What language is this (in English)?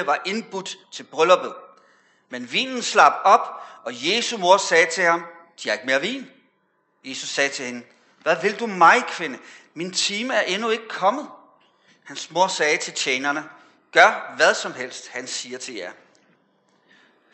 Danish